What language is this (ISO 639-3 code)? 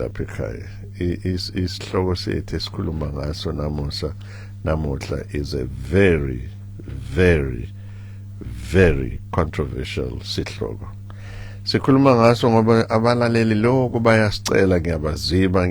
zul